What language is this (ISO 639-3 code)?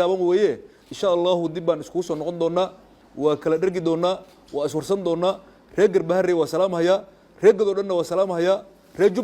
som